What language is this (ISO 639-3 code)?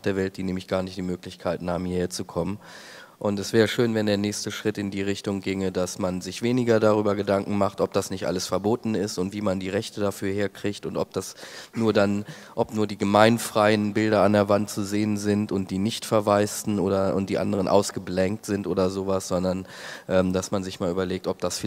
deu